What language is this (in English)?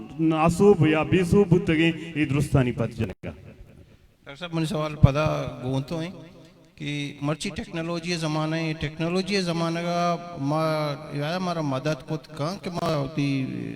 Baluchi